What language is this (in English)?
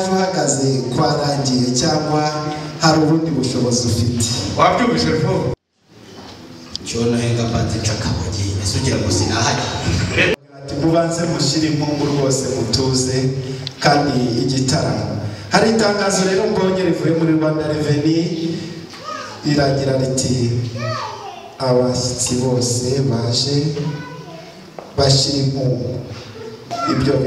Kinyarwanda